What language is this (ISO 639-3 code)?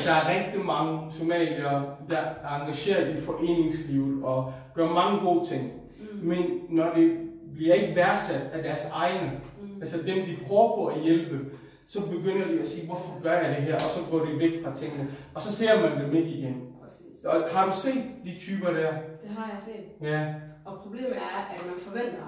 dan